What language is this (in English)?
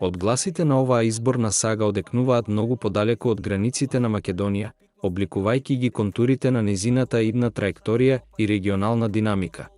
Macedonian